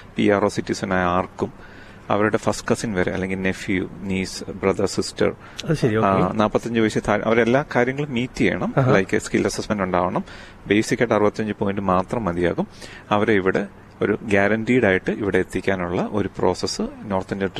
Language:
Malayalam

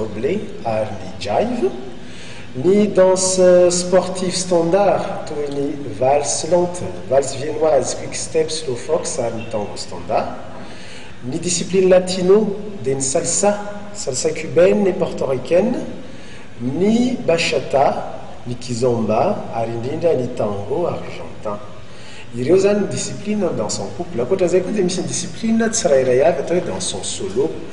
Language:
Malagasy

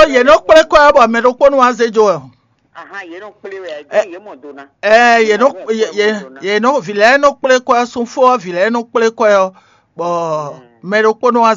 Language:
Fon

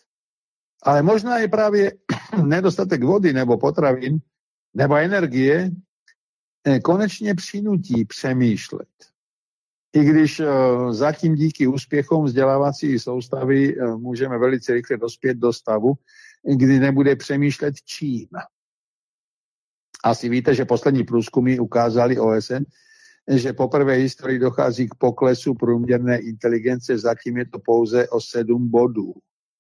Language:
Czech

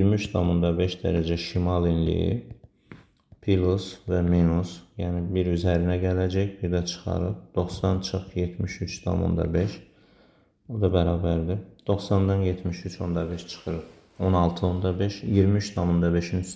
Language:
Azerbaijani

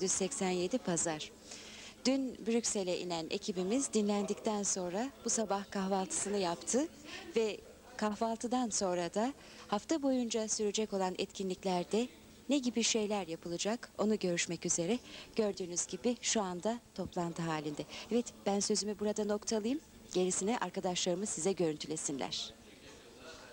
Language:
Turkish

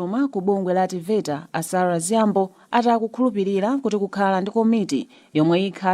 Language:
Nyanja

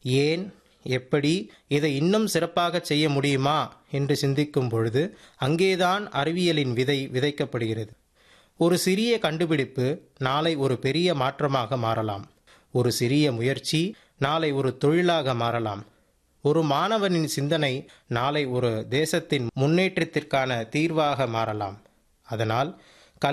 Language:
Tamil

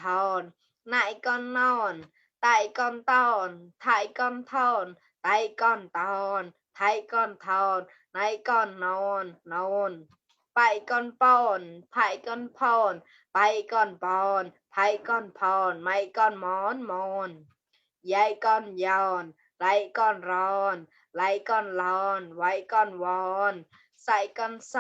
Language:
Mon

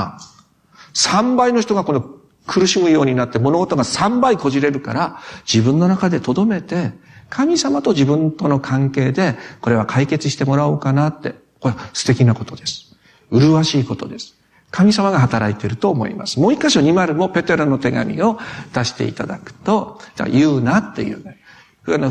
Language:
Japanese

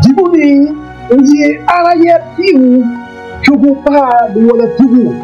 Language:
Acoli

